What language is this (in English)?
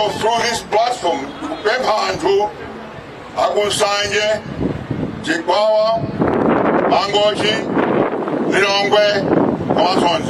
Nyanja